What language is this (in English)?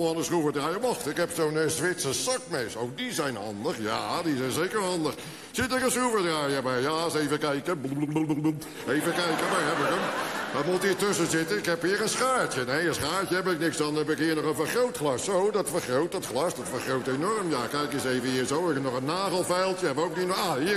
Dutch